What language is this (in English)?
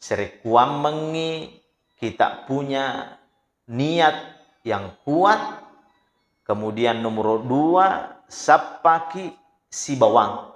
Buginese